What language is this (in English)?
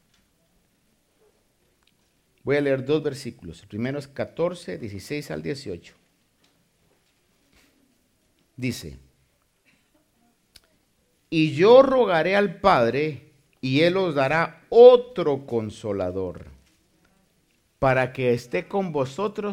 Spanish